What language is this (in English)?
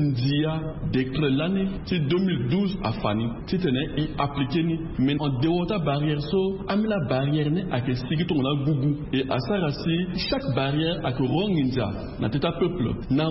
Sango